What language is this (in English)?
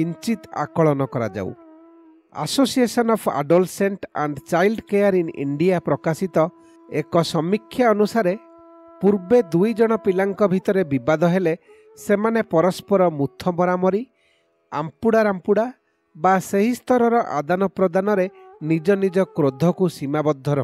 Odia